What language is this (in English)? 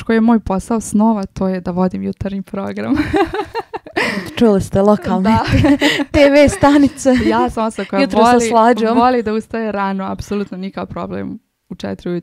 Serbian